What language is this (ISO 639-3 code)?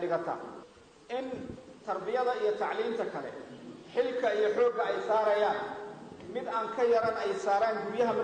som